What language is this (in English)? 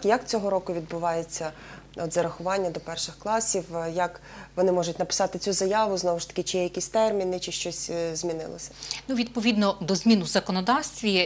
Ukrainian